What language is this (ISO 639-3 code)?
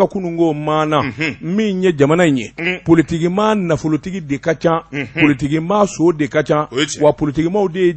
bam